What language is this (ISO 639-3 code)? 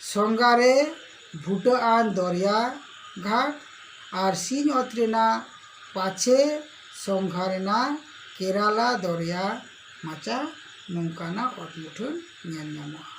sat